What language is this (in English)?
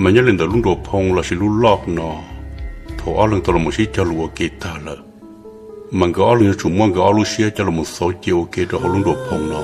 Hmong